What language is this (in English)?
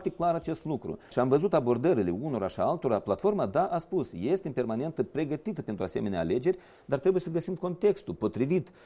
Romanian